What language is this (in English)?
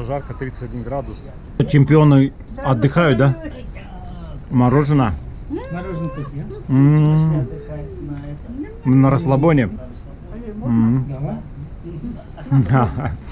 Russian